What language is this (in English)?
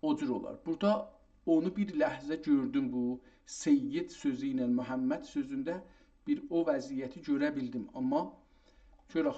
South Azerbaijani